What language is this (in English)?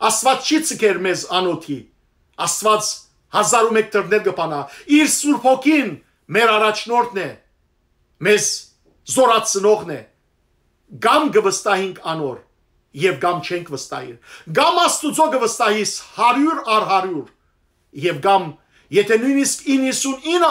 Western Armenian